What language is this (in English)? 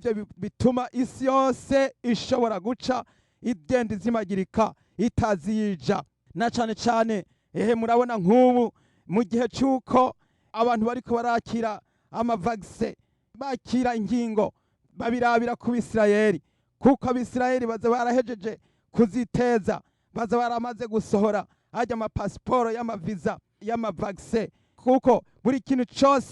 Rundi